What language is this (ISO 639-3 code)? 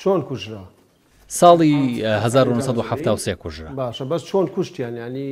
ckb